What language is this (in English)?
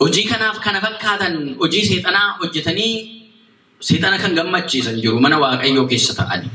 Oromo